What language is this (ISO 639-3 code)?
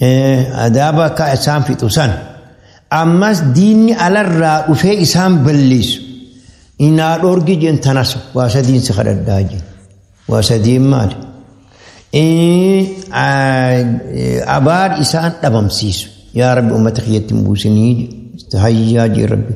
orm